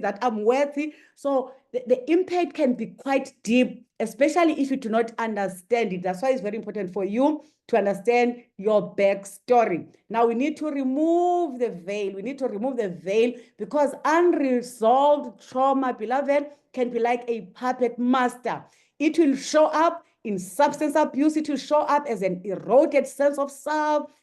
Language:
English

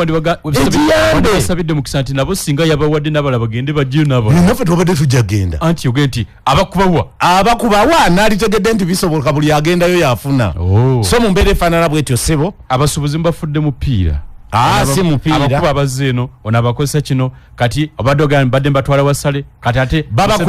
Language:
Ganda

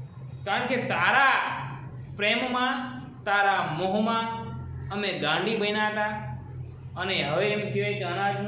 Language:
Gujarati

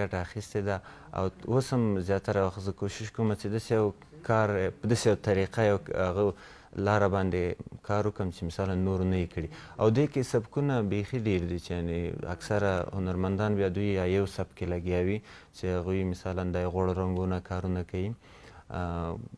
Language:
Pashto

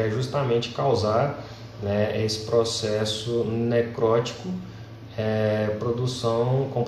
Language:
Portuguese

